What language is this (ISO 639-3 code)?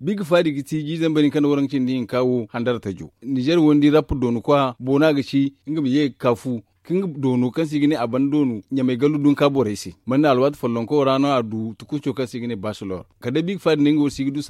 dje